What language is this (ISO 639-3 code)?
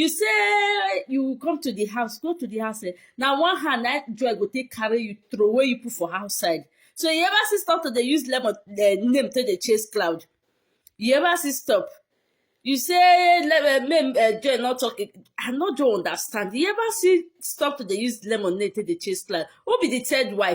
pcm